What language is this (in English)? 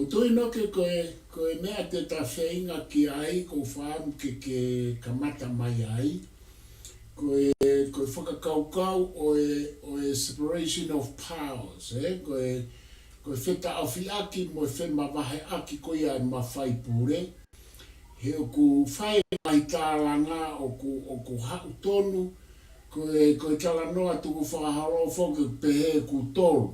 Tongan